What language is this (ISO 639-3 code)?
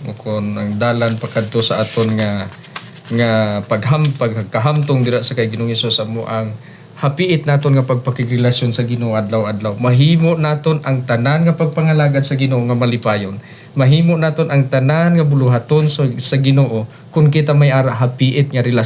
hil